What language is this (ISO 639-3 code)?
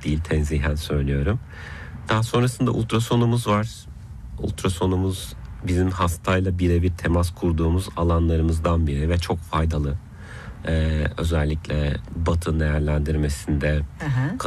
tur